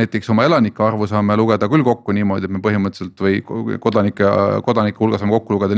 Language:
Estonian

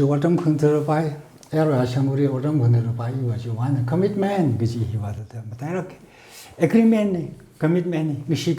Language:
Tangkhul Naga (India)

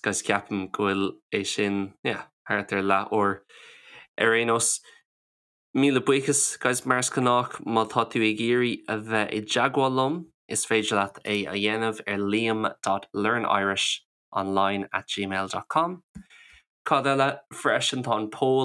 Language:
Irish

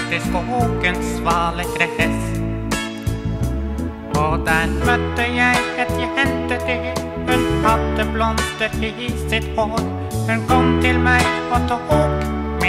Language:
Norwegian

